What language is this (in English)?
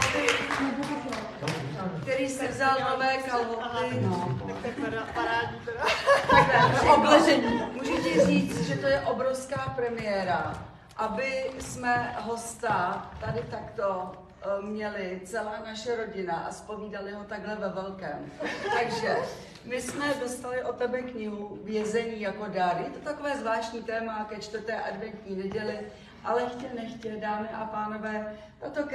Czech